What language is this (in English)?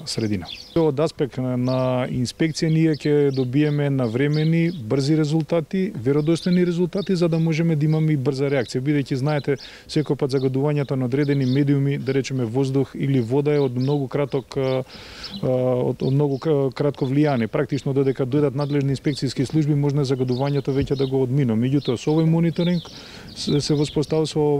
Macedonian